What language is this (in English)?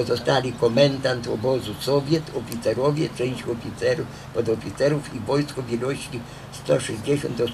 Polish